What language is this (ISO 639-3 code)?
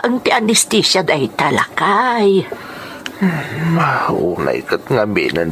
ilo